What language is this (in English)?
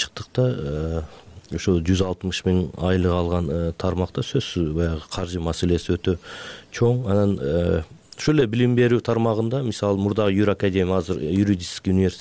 Kyrgyz